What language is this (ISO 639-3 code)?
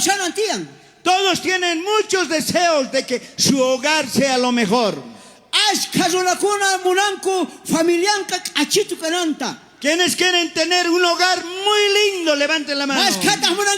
quh